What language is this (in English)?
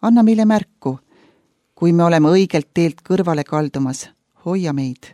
Estonian